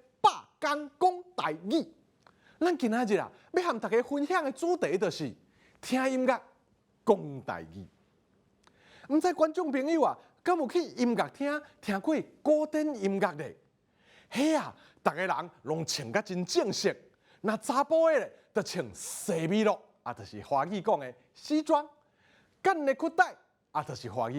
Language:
Min Nan Chinese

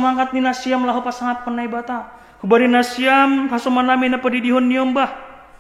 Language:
Batak Simalungun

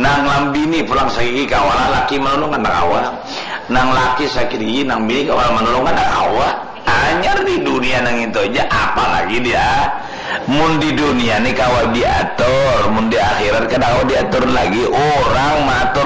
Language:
Banjar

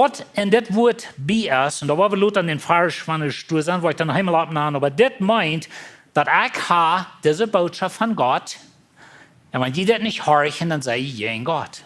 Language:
Plautdietsch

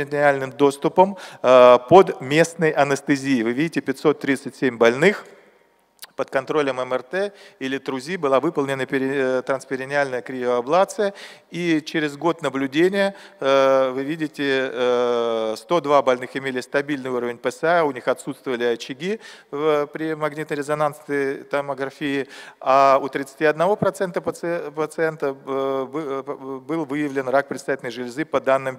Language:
Russian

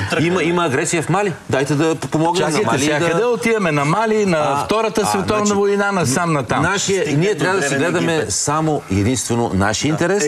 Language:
Bulgarian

